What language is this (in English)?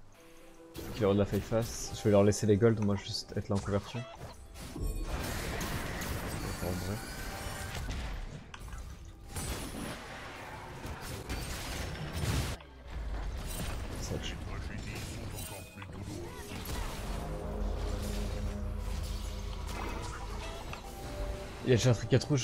French